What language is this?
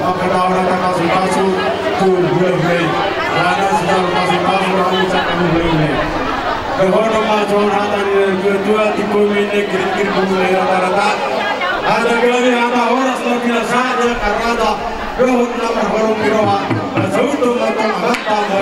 Batak Toba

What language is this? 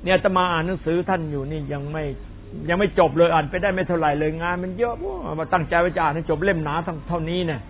Thai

